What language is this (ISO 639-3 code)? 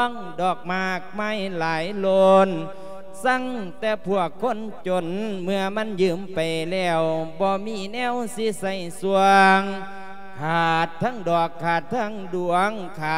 lao